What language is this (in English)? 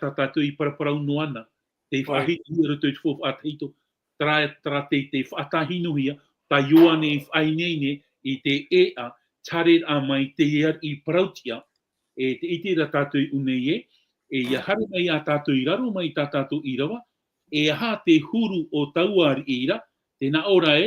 Tahitian